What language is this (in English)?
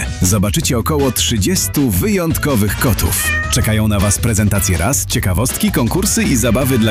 Polish